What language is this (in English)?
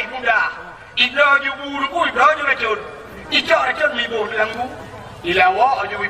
Achinese